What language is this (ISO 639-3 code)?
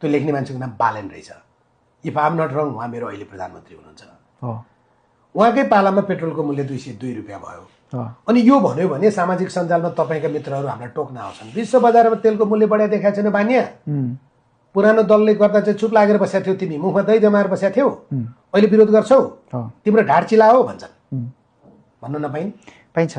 nep